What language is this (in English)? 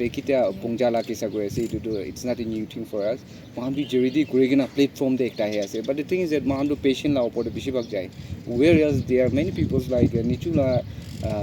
Naga Pidgin